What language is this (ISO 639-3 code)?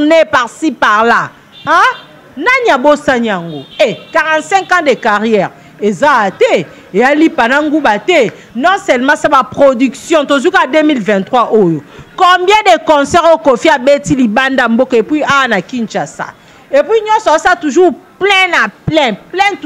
lin